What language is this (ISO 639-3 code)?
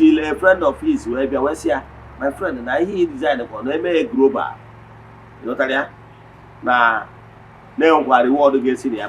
ibo